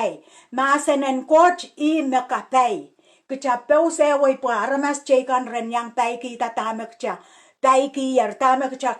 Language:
Pohnpeian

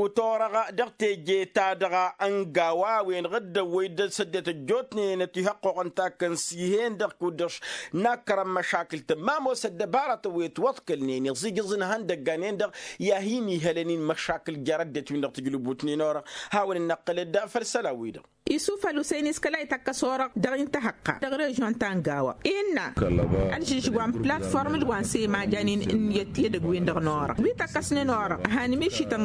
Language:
Tamasheq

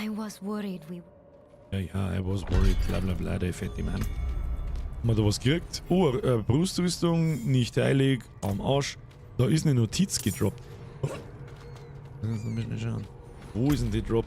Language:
Bavarian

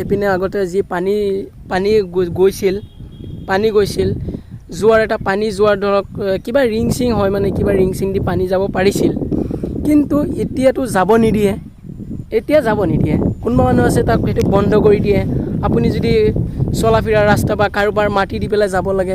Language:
Assamese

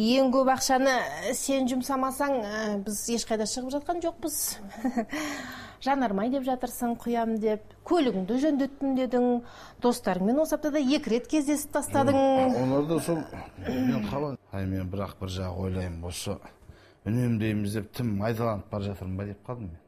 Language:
Kazakh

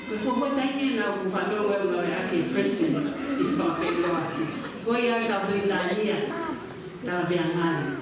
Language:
Tongan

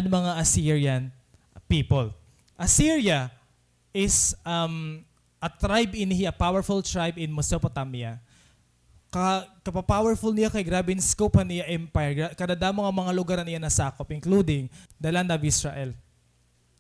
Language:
Waray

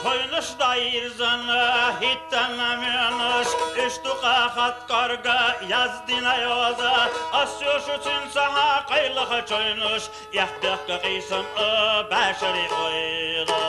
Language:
Chechen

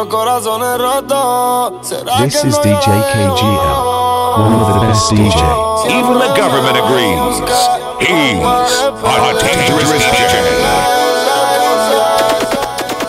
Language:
Spanish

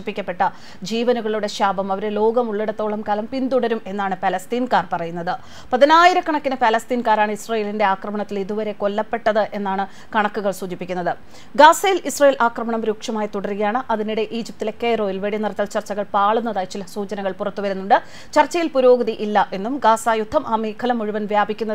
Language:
Malayalam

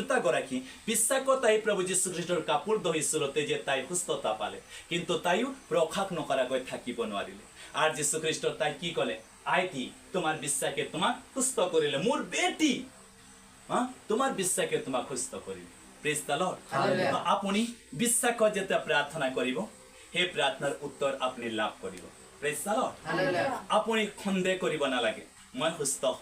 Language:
Assamese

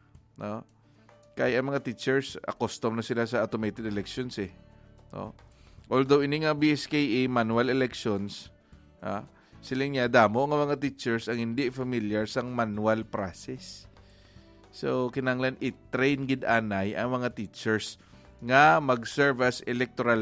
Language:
Hiligaynon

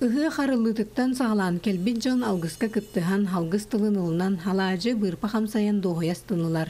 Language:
Yakut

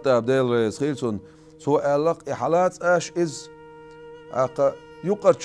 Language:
Chechen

